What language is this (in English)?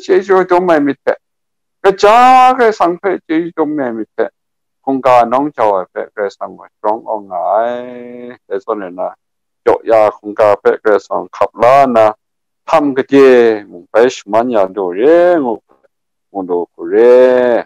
Kachin